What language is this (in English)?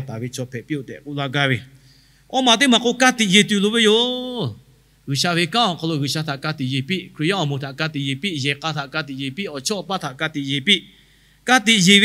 Lahu